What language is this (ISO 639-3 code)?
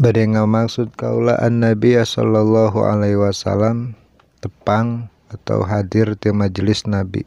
sun